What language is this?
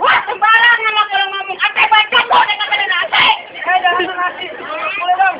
Betawi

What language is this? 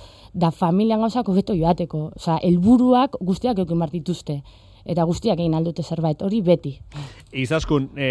Basque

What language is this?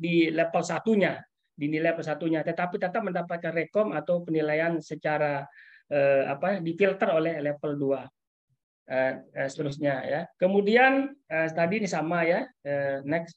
Indonesian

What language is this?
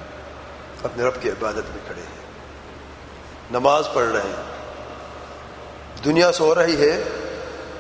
Urdu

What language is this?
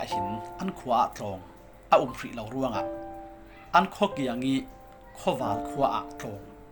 Falam Chin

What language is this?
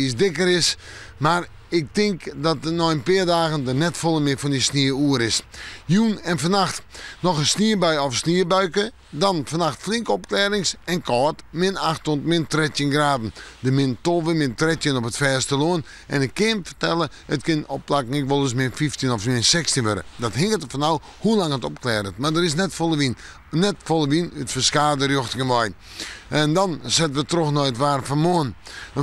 Western Frisian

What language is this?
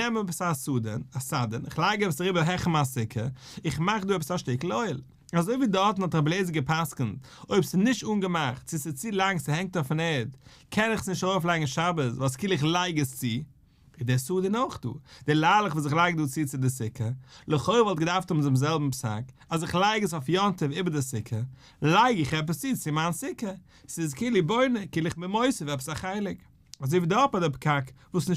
Yiddish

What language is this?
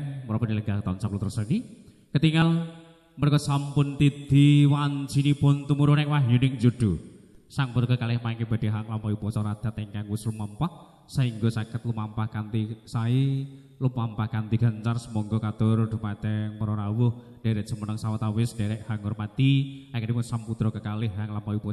Javanese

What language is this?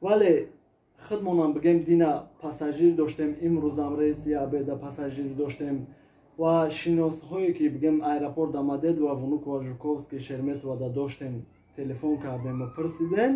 Tajik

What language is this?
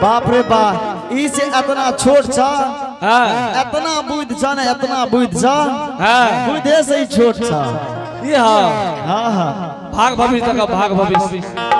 Angika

